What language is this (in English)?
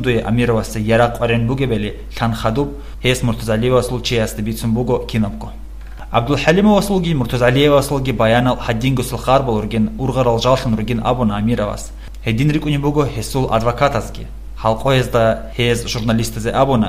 Avaric